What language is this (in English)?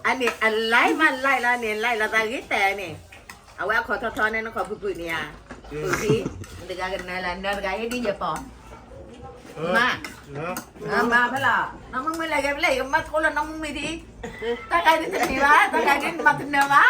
S'gaw Karen